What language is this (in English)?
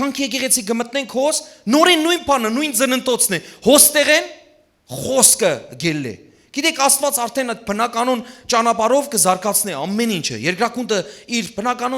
Western Armenian